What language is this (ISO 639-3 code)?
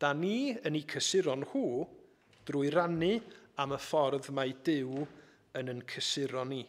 cym